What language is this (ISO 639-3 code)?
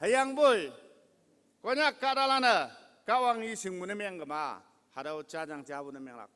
nbe